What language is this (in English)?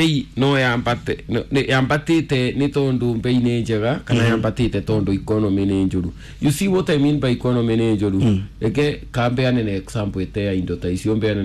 Kikuyu